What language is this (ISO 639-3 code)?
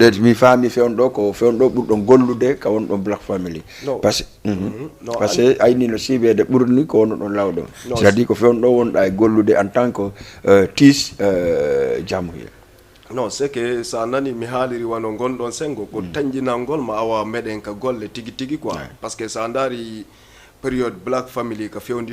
ful